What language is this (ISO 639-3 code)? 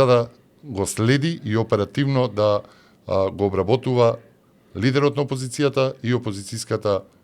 mkd